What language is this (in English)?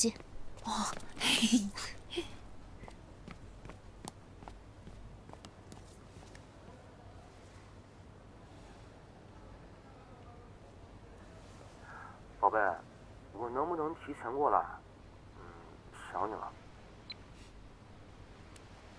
Chinese